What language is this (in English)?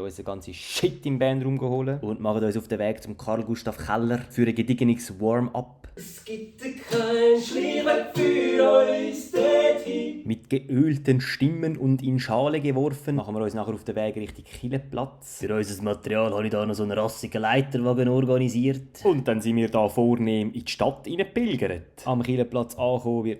Swiss German